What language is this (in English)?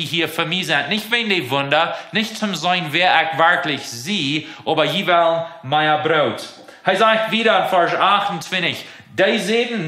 Plautdietsch